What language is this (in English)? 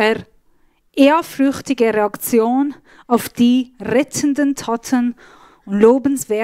Swiss German